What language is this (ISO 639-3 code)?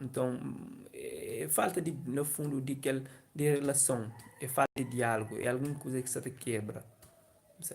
kea